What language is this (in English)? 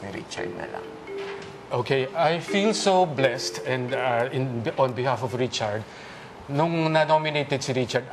Filipino